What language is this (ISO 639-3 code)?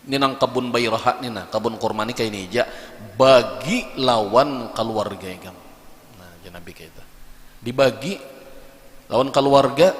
bjn